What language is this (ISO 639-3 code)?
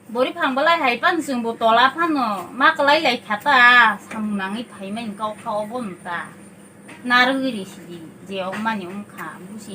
trp